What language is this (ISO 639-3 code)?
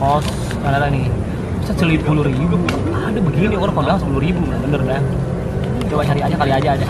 bew